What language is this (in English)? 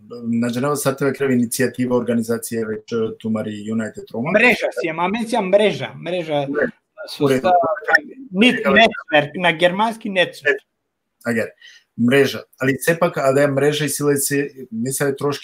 Balkan Romani